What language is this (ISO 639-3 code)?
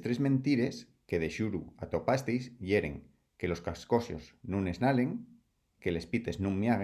ast